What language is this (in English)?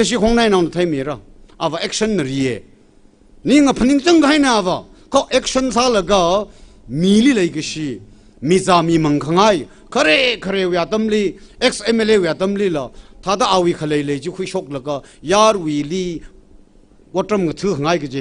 Tangkhul Naga (India)